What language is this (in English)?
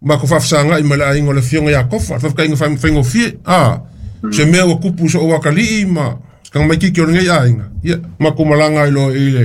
Samoan